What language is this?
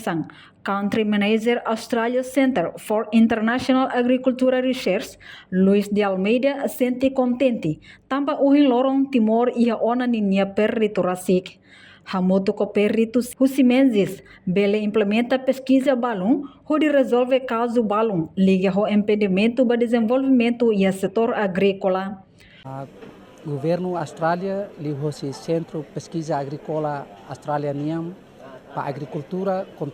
Tetum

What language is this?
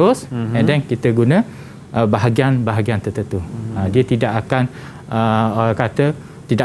Malay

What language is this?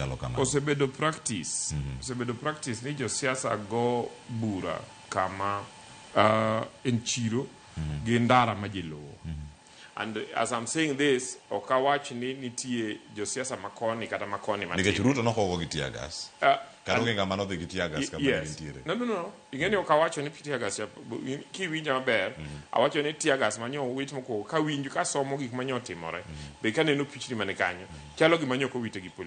Luo (Kenya and Tanzania)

